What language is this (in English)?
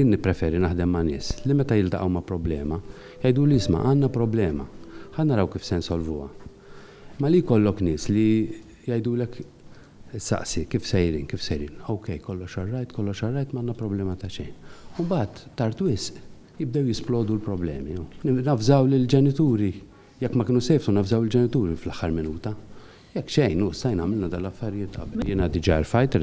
Maltese